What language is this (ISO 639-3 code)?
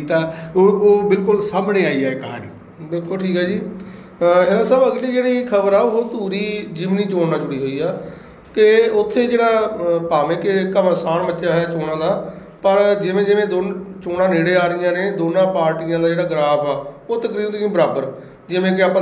pan